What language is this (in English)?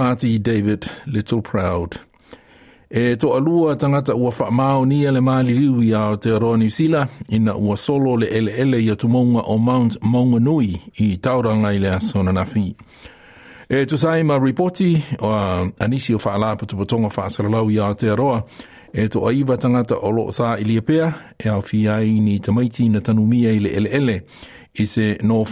Samoan